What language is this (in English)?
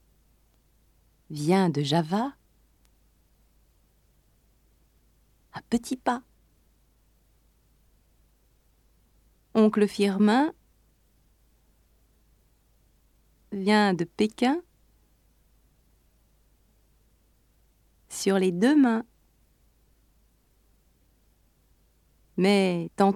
French